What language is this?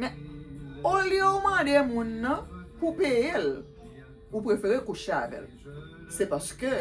Haitian Creole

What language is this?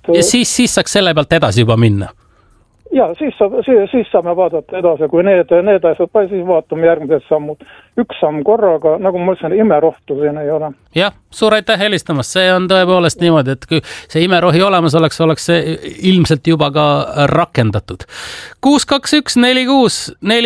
Estonian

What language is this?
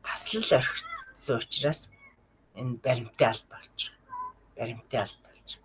Mongolian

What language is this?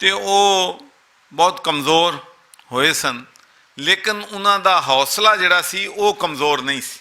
Western Panjabi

